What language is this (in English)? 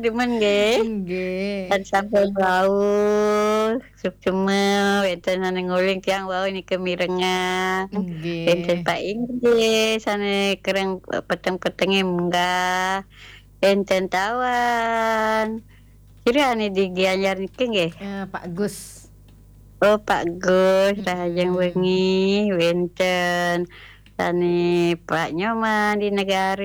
Balinese